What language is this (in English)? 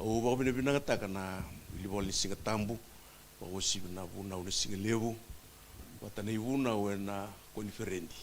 Fijian